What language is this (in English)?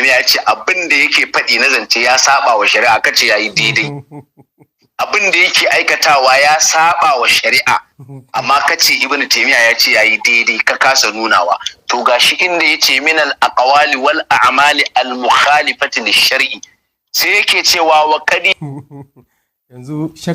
Hausa